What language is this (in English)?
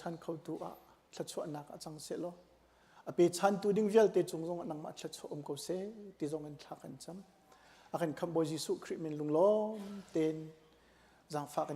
Hakha Chin